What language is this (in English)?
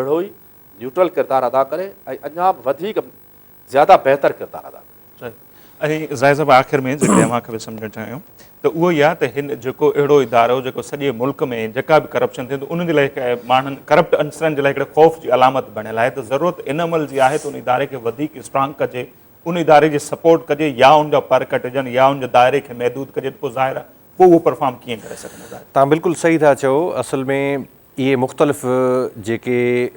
Sindhi